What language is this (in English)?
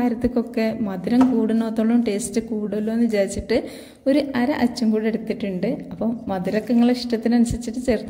Malayalam